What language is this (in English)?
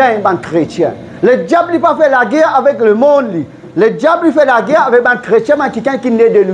Morisyen